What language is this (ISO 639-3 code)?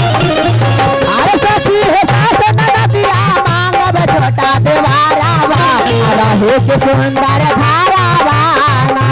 mag